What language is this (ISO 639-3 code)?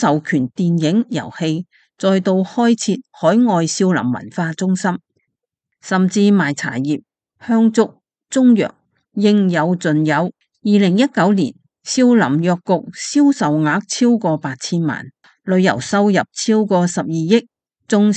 yue